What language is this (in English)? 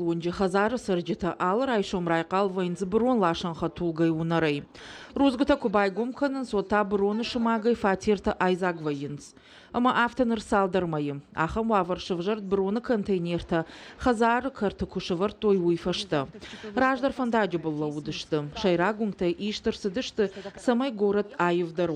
Ossetic